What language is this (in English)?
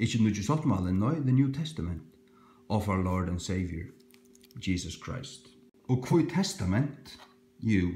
Faroese